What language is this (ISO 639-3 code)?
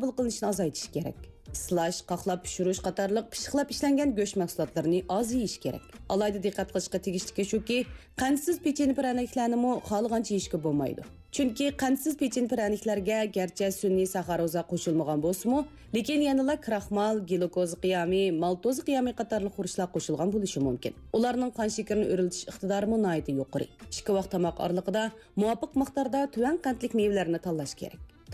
uig